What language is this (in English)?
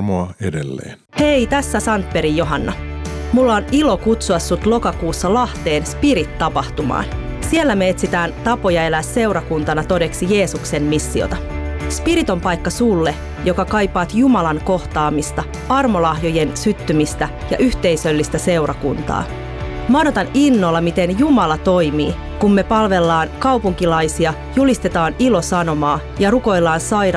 Finnish